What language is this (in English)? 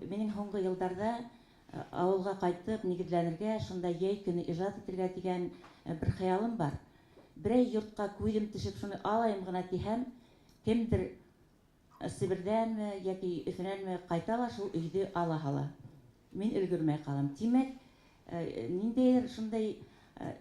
Bashkir